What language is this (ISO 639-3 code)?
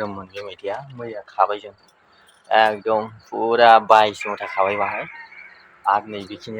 brx